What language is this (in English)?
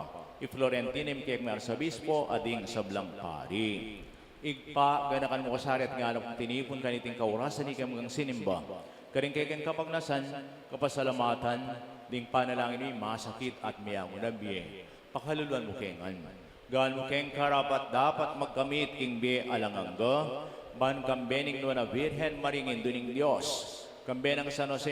Pampanga